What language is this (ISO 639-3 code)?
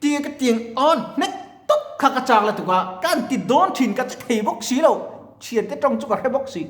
lus